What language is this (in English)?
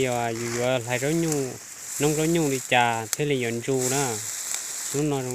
Hmong